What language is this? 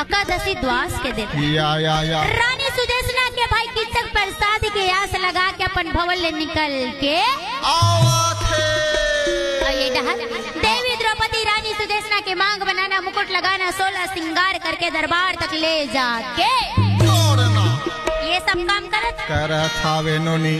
Chhattisgarhi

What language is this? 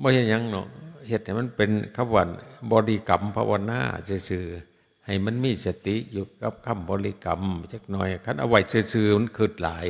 Northeastern Thai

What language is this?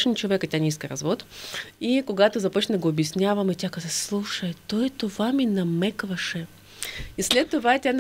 Bulgarian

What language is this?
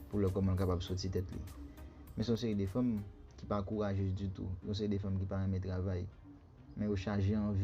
Haitian Creole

